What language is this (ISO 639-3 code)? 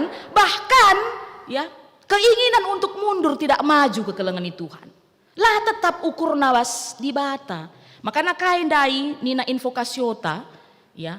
btx